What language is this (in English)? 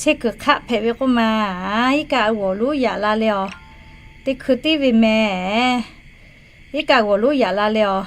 Lahu